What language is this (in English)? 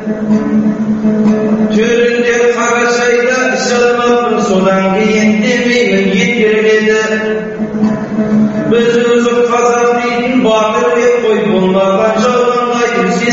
Kazakh